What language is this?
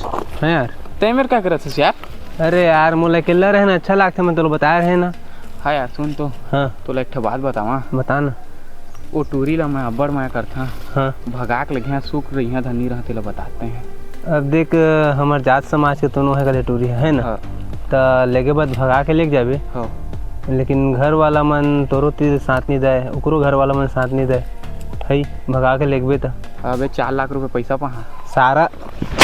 Chhattisgarhi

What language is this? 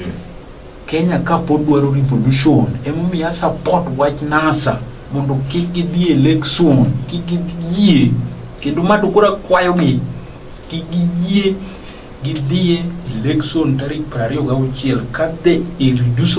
Luo (Kenya and Tanzania)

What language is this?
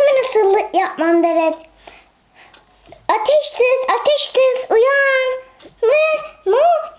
Turkish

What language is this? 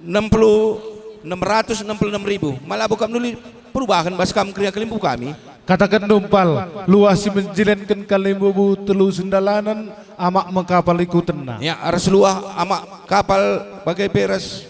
Batak Karo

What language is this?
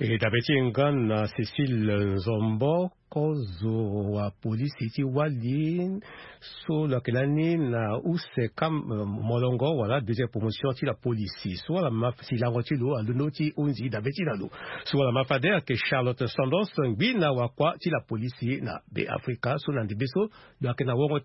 Sango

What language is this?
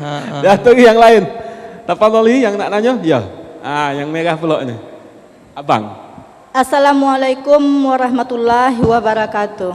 Musi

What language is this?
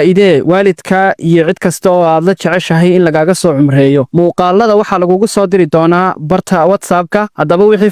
Somali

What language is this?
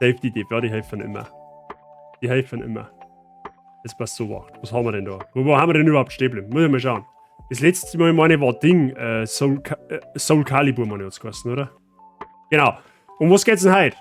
Bavarian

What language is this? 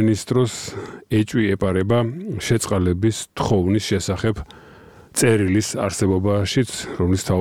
Georgian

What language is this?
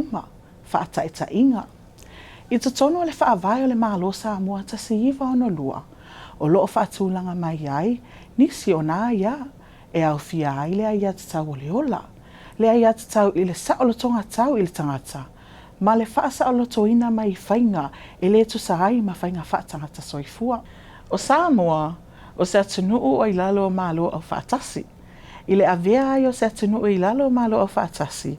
Samoan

